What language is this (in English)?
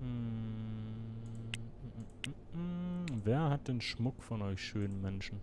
Swiss German